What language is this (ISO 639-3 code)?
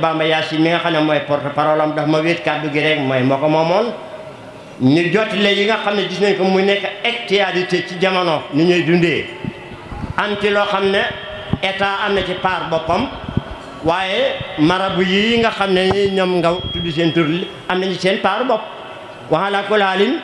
wol